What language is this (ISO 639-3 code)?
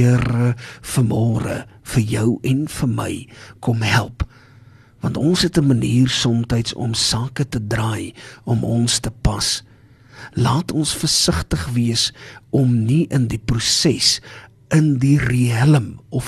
afr